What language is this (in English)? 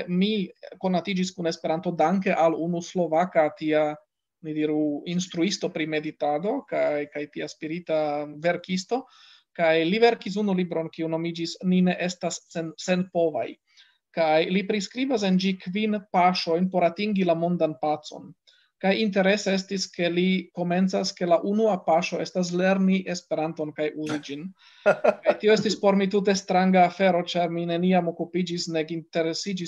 Esperanto